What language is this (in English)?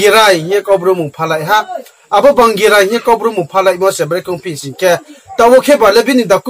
Riang (India)